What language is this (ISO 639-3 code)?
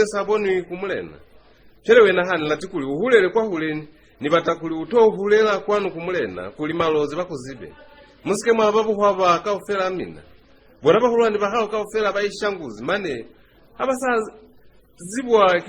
loz